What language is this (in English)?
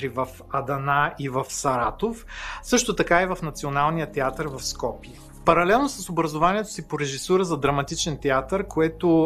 Bulgarian